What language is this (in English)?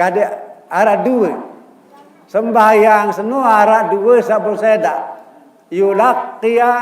Sasak